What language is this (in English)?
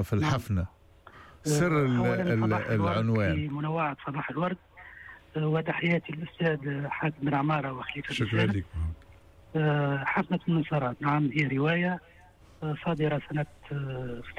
Tunisian Arabic